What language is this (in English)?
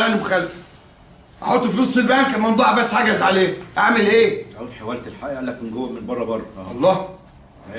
Egyptian Arabic